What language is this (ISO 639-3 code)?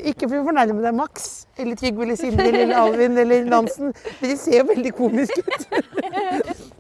nor